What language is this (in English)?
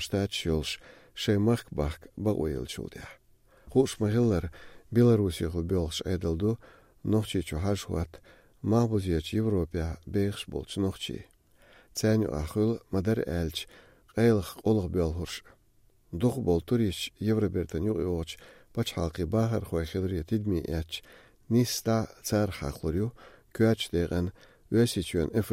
Latvian